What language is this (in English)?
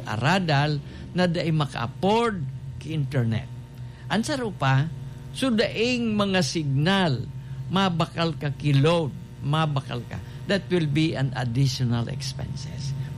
Bikol